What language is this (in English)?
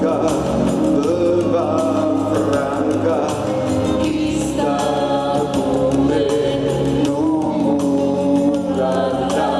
Neapolitan